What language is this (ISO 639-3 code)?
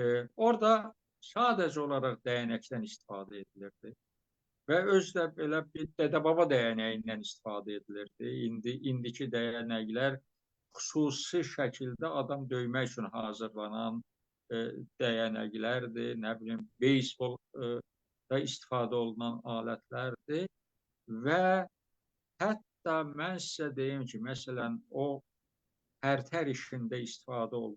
aze